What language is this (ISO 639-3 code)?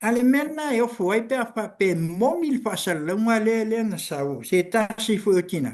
smo